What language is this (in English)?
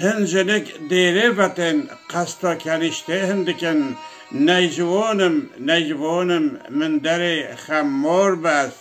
Kurdish